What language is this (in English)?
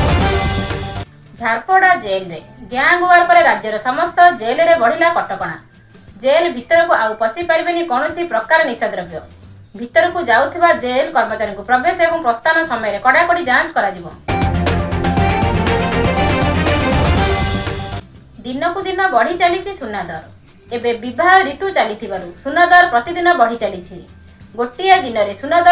Odia